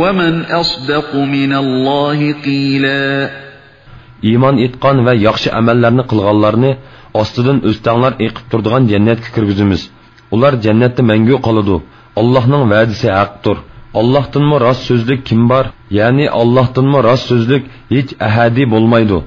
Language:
Uyghur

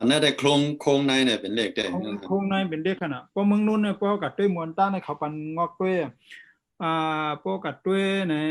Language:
Shan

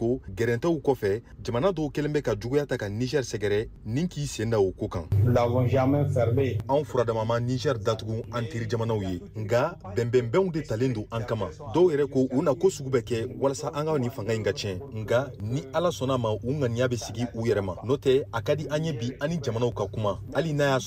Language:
Bambara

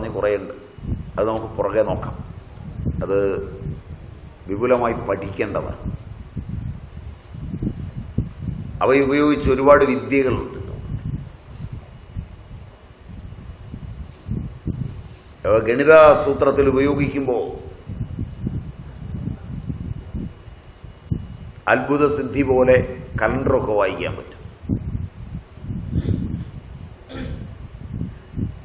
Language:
Malayalam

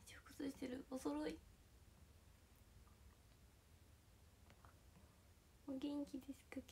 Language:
Japanese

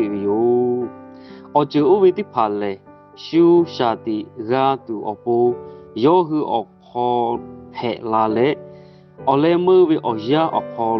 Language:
Lahu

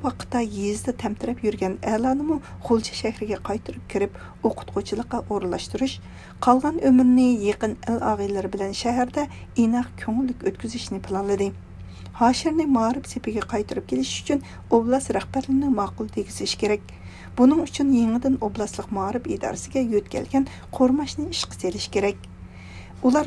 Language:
Uyghur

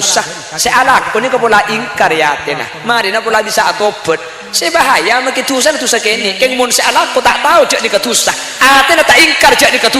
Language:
Madurese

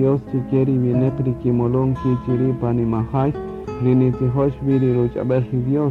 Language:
Kaqchikel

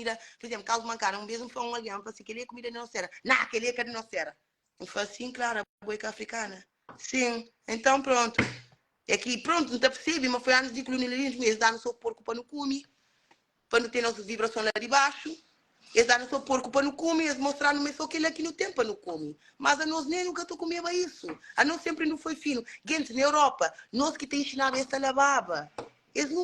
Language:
Kabuverdianu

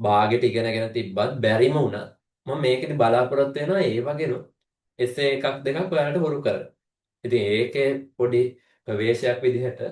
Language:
Sinhala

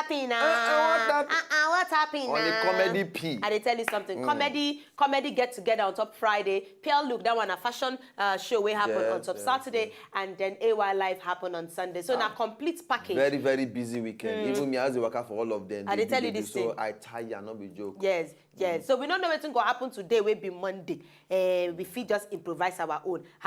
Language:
Nigerian Pidgin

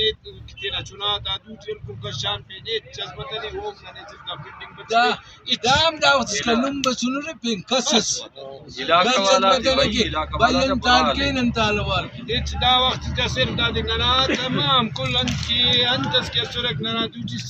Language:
Brahui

